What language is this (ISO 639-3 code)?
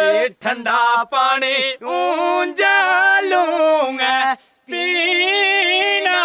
doi